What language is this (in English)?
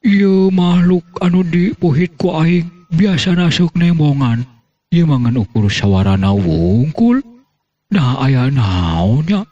Sundanese